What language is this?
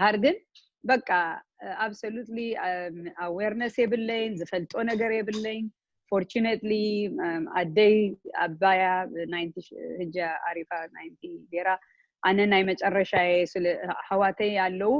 Tigrinya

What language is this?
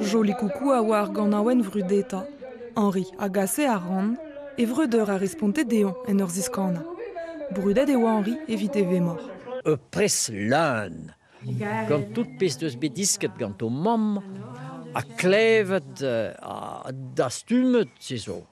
Breton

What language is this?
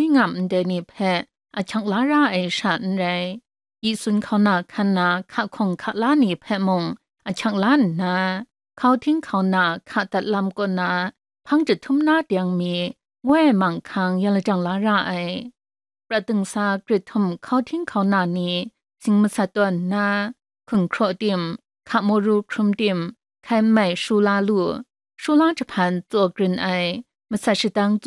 Kachin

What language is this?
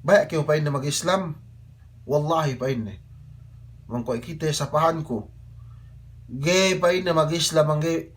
Yakan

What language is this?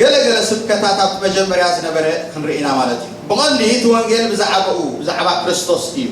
Tigrinya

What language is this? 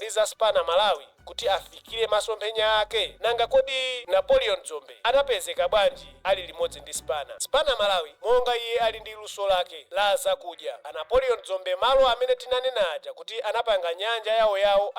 Nyanja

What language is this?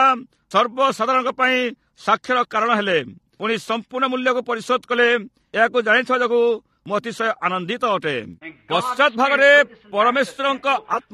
Odia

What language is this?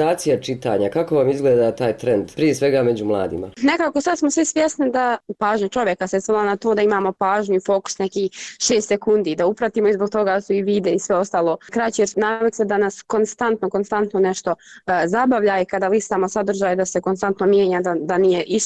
Bosnian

